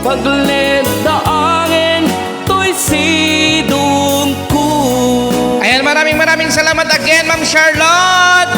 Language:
Iloko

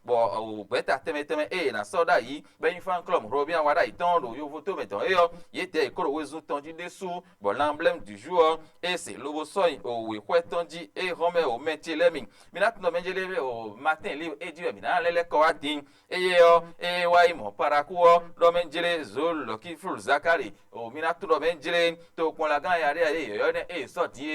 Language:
Fon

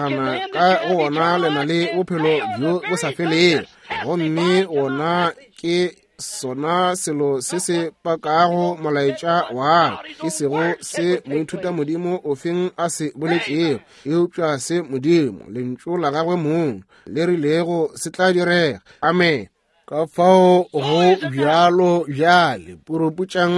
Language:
Northern Sotho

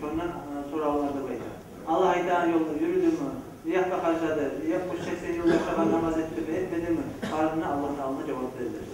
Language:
Kumyk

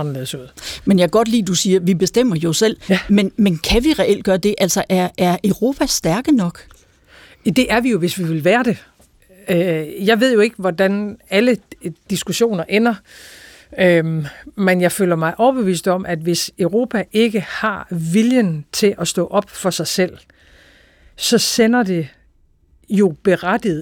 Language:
Danish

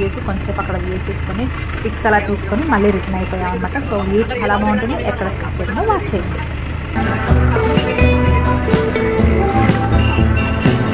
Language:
Telugu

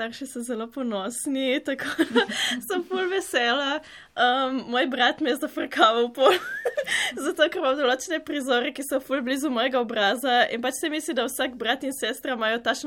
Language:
Slovenian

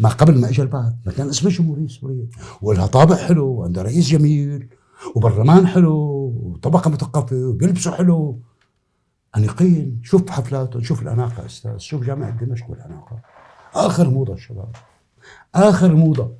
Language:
North Levantine Arabic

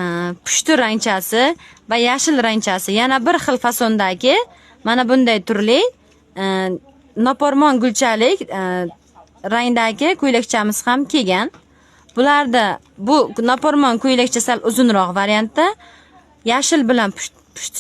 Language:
Uzbek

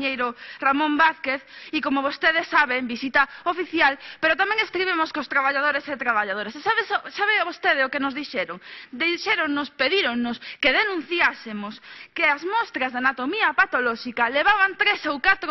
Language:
Galician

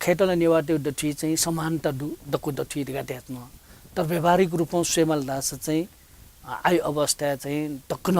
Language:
Newari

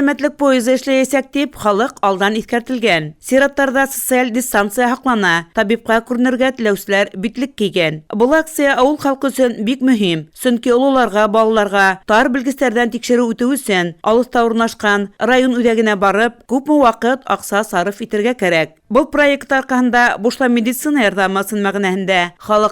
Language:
Bashkir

